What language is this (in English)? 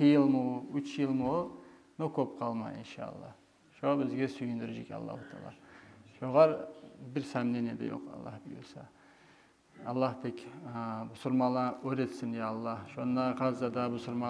Kumyk